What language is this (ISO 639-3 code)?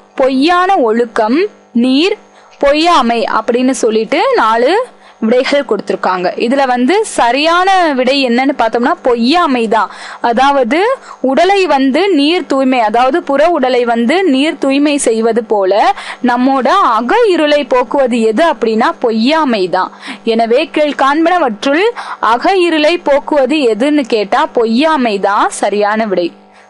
tam